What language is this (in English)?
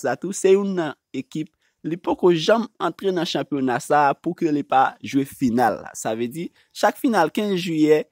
Haitian Creole